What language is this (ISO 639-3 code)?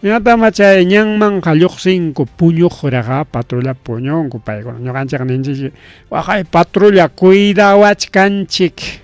quy